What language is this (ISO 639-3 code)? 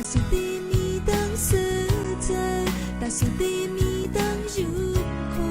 shn